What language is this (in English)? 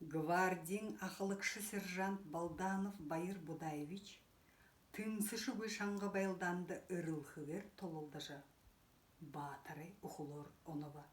Buriat